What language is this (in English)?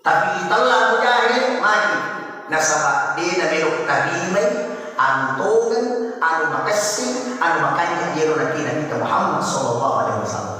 Buginese